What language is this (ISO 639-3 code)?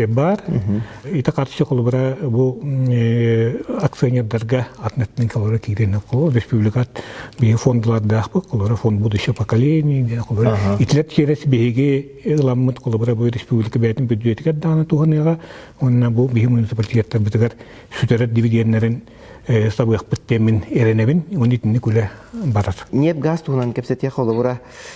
sah